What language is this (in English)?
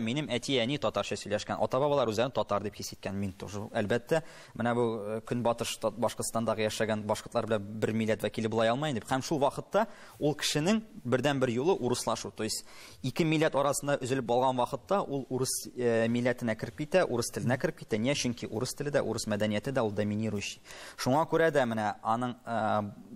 Tatar